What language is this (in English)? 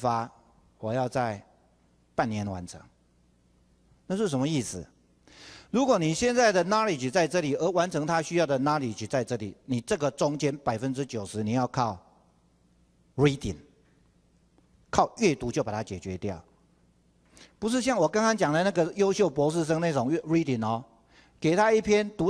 Chinese